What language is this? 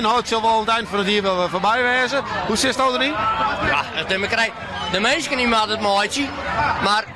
Western Frisian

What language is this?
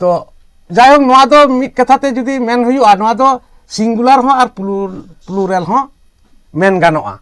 Santali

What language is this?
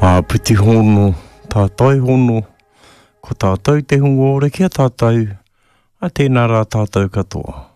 Māori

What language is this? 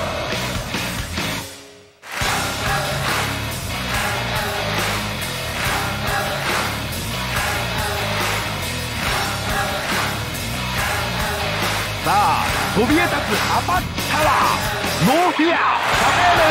Japanese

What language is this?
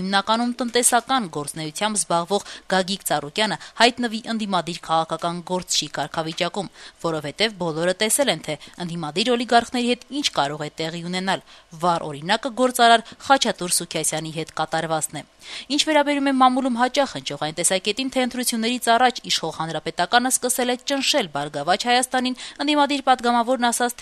Armenian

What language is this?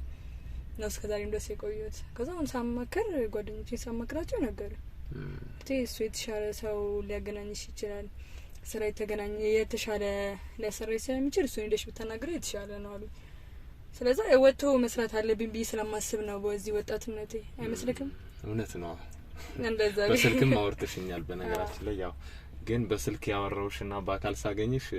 Amharic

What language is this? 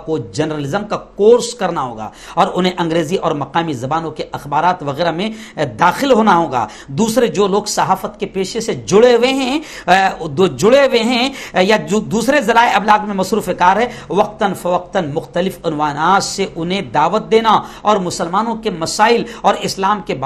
Urdu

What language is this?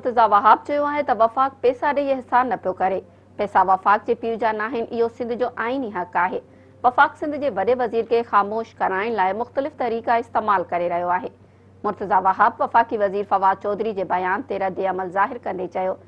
Sindhi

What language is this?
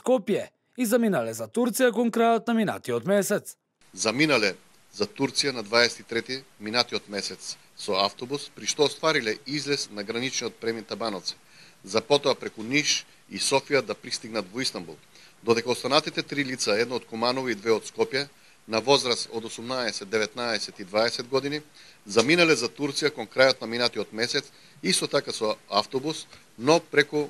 Macedonian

